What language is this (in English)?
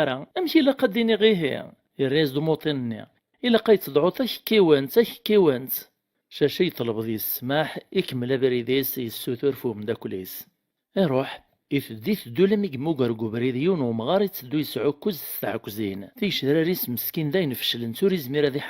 Kabyle